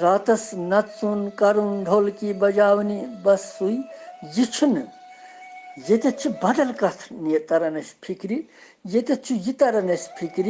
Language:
Kashmiri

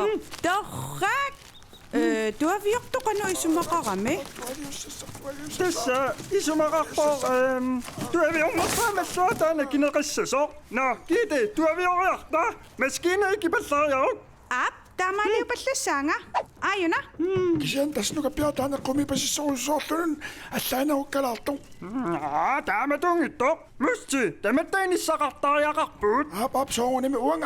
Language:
Kalaallisut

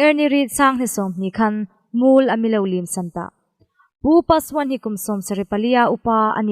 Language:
Hmar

